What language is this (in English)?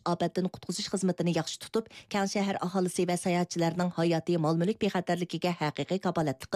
Uyghur